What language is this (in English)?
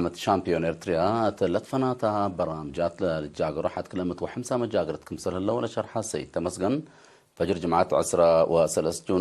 Tigre